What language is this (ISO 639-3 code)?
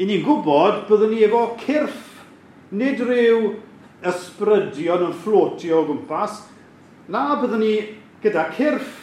cym